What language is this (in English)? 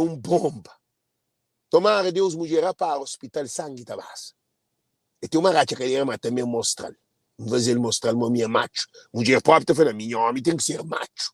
Kabuverdianu